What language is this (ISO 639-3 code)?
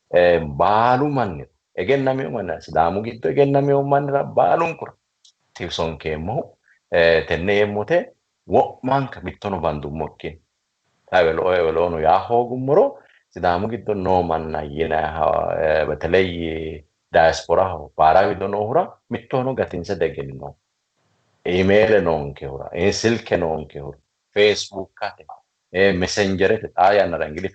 sid